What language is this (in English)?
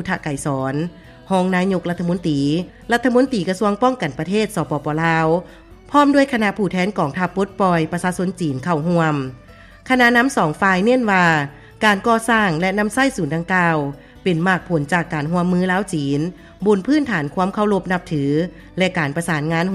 Lao